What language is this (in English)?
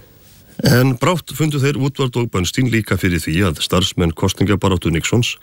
Icelandic